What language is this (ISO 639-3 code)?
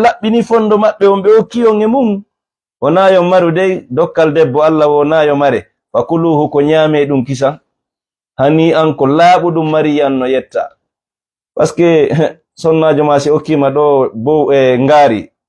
ful